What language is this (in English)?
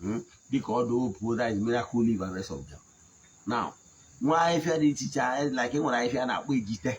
Igbo